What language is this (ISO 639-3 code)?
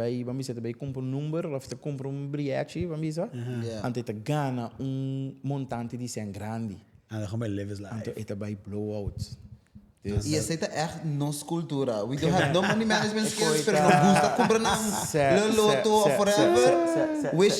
pap